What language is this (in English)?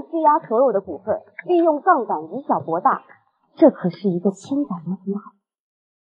Chinese